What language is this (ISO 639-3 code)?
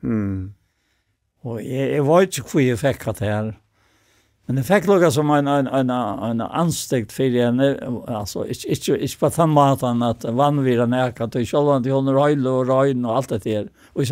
fao